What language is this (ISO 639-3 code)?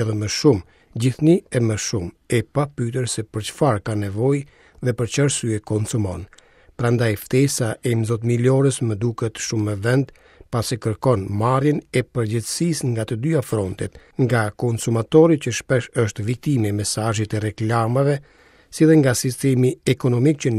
sqi